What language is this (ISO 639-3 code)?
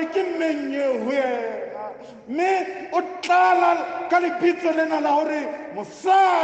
sot